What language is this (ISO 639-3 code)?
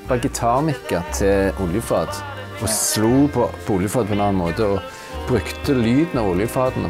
nor